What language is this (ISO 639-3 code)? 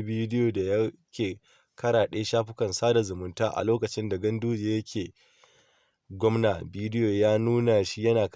hau